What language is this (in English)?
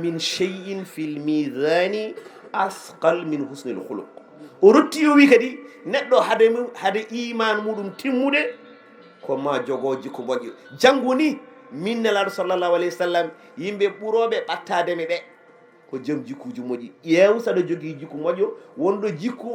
Fula